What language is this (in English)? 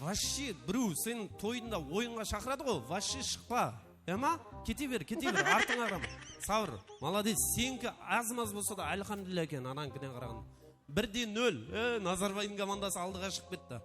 Kara-Kalpak